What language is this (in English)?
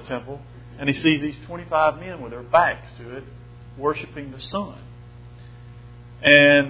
English